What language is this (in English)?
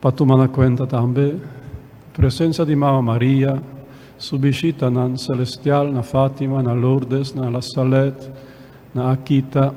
Papiamento